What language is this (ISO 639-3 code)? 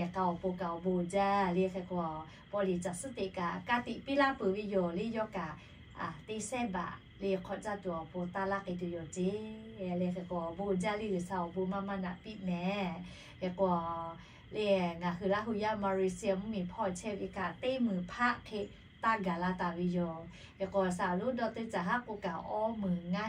lhu